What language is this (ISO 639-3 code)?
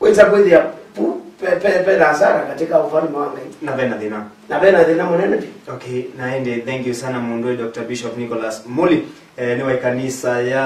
kam